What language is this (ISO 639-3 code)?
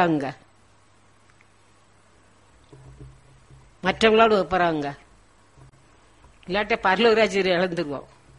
tam